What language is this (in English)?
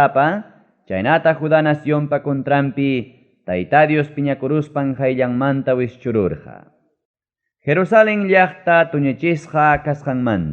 Ayacucho Quechua